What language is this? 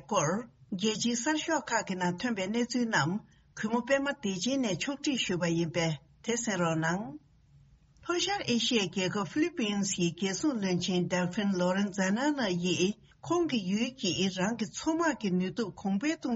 Tibetan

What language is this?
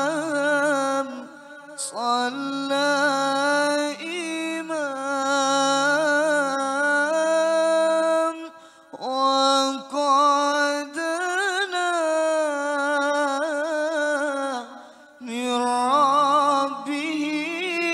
Arabic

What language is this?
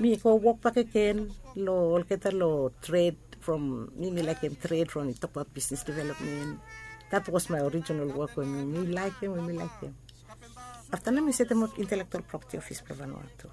Bislama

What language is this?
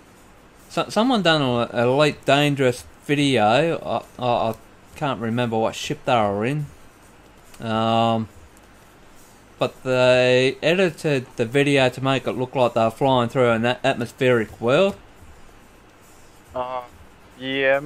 English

